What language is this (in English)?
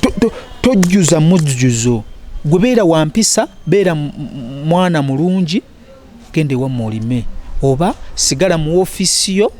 Ganda